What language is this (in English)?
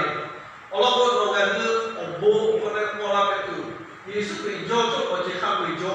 Lahu